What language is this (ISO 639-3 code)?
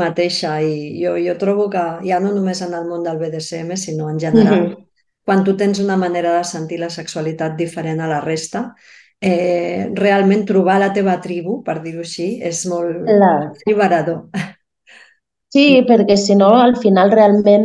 cat